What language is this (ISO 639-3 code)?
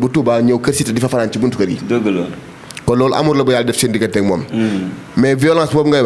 wol